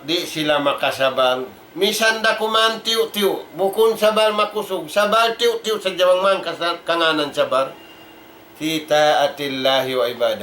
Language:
Tausug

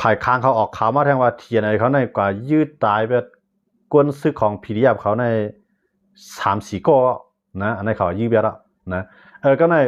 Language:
Shan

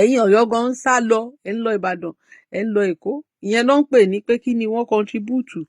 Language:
Yoruba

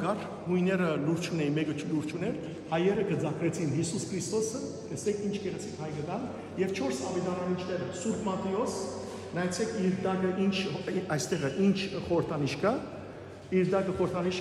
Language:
Western Armenian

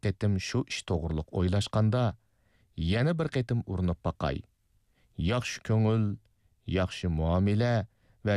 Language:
Uyghur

